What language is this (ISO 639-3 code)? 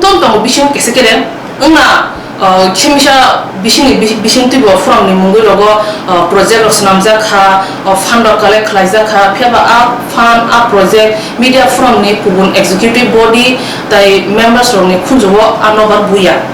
ria